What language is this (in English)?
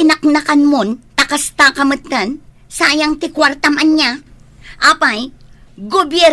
Iloko